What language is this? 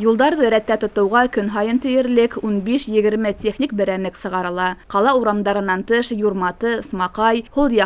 Bashkir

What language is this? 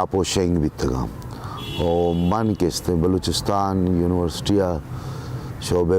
Baluchi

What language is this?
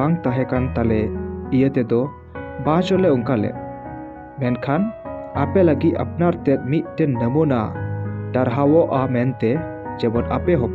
Santali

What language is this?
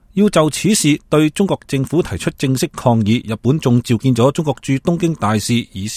Cantonese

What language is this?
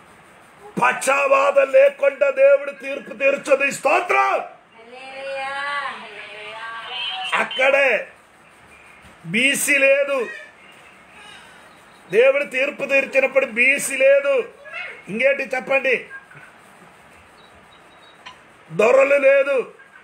Telugu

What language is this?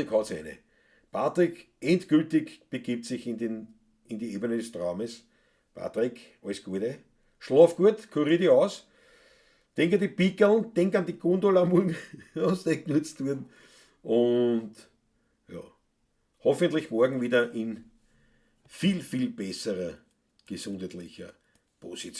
Bavarian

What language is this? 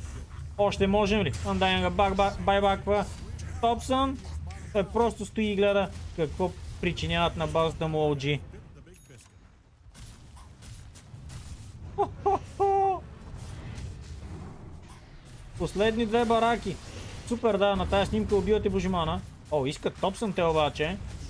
Bulgarian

